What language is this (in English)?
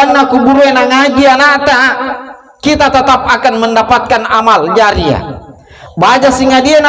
Buginese